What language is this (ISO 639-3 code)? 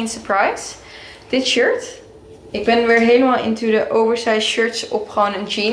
nld